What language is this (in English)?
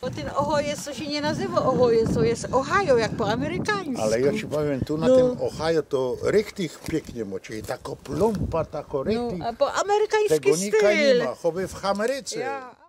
Silesian